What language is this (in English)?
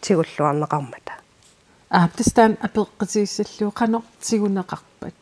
Kalaallisut